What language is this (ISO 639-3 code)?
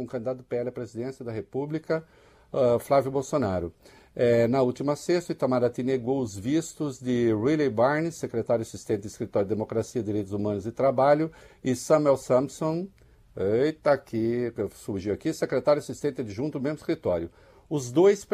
por